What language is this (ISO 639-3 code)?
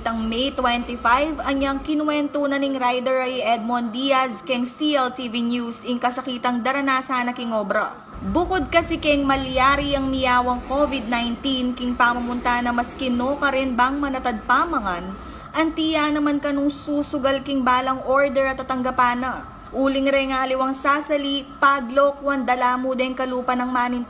pam